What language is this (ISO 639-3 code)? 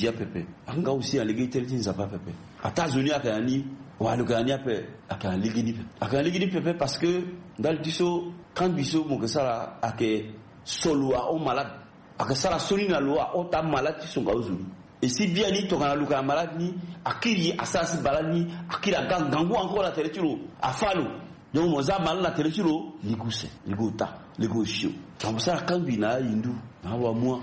sag